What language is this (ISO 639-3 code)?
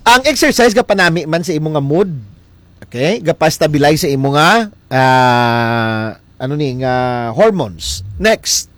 hil